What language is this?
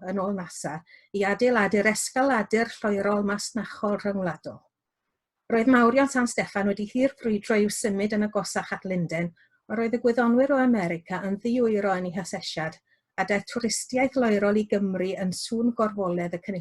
Welsh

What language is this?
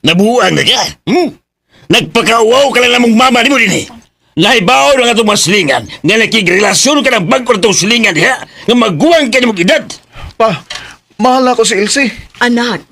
Cebuano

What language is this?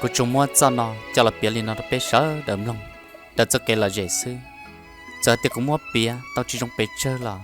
Hmong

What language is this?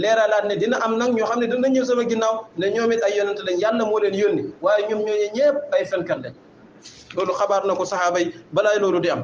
Wolof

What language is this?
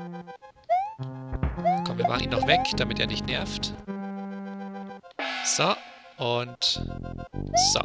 German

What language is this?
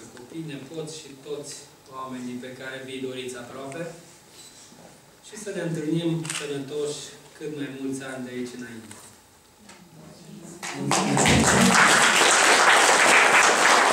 Romanian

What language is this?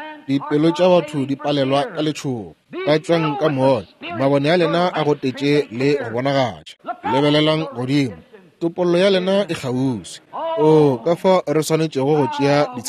Northern Sotho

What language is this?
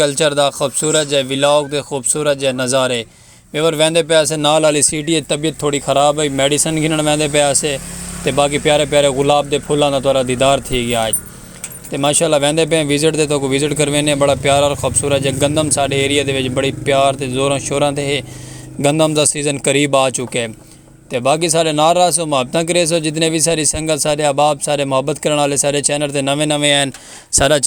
Saraiki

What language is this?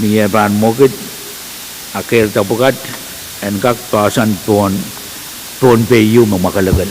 Pohnpeian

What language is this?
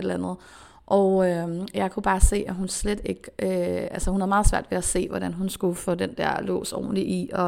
Danish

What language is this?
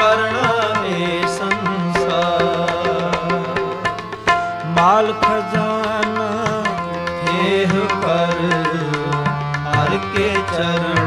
Punjabi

